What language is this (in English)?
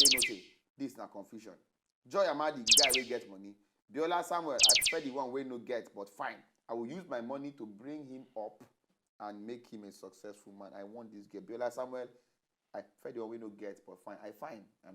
Nigerian Pidgin